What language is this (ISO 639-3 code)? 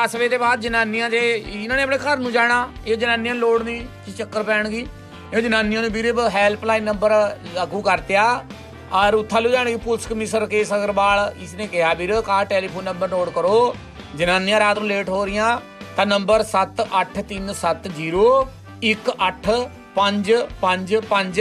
pan